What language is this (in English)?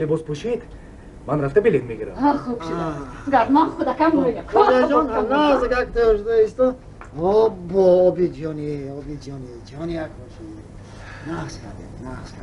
Tajik